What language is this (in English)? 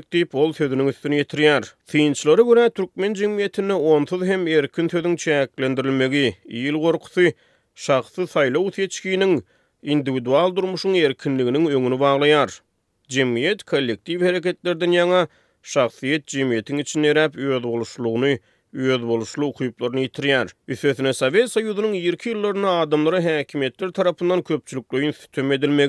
Turkmen